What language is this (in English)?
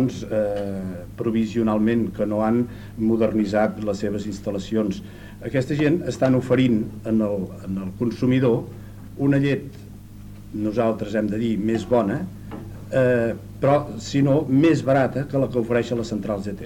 Catalan